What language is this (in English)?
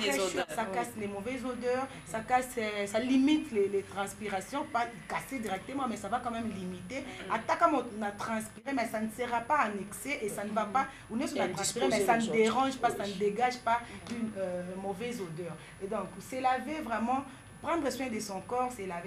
French